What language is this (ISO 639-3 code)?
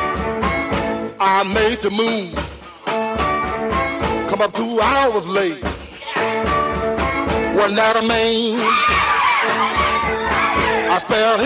ita